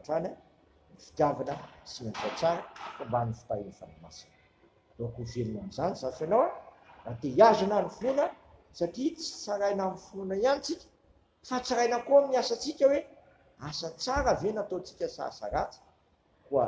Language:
Malagasy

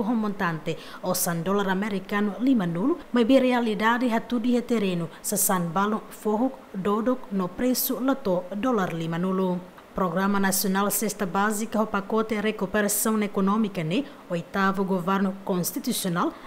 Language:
Tetum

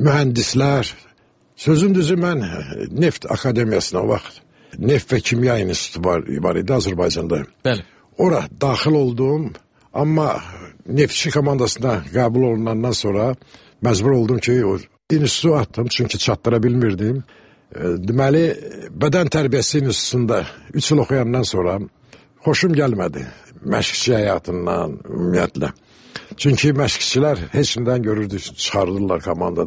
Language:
Azerbaijani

